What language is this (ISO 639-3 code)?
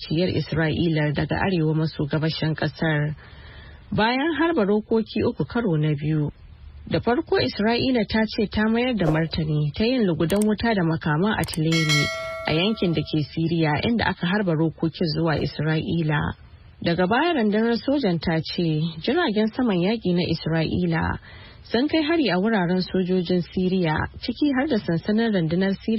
hau